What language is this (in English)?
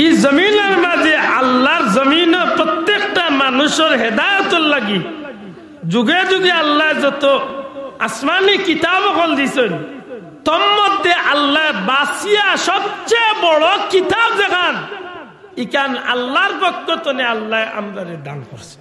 Sylheti